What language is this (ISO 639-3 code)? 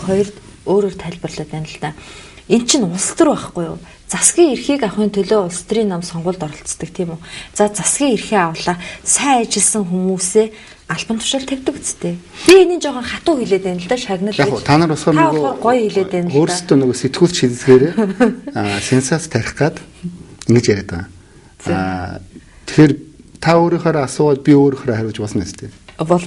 mon